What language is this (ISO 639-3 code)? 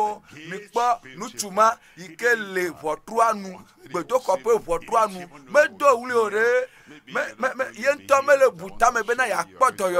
ewe